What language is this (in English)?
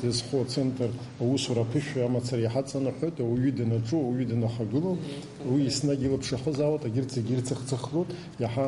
Abkhazian